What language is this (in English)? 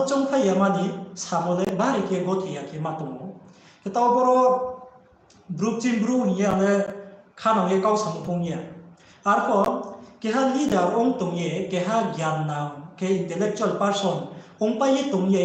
Riang (India)